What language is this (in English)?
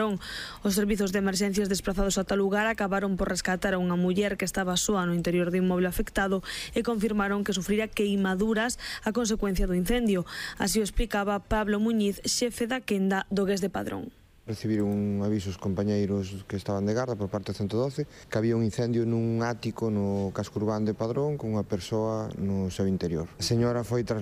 Galician